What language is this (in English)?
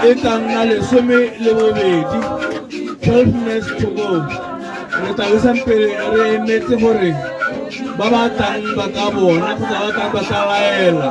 Tswana